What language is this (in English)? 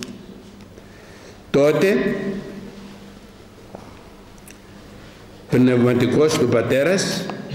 Greek